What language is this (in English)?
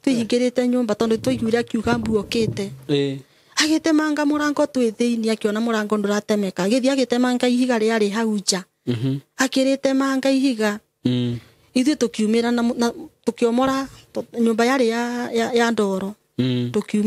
Kikuyu